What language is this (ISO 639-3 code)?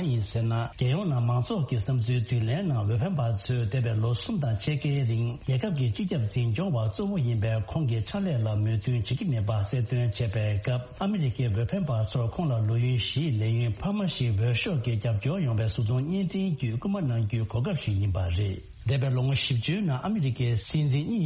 bod